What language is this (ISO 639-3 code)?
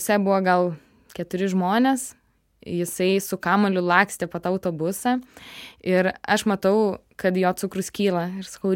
lit